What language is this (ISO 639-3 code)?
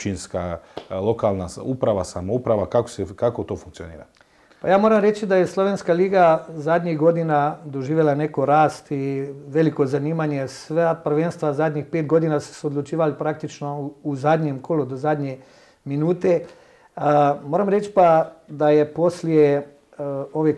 srp